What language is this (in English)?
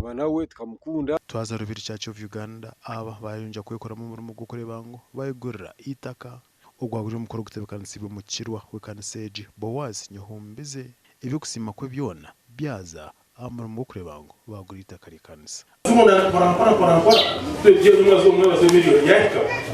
Nyankole